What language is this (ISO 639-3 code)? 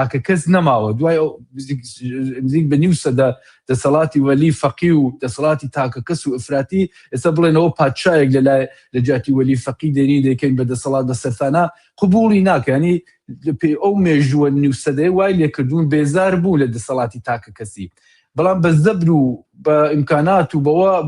ckb